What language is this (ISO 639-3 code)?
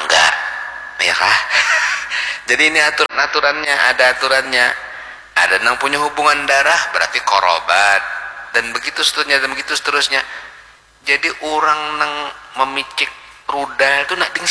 bjn